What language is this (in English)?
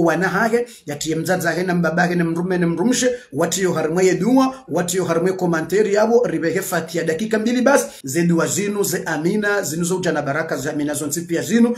Ngazidja Comorian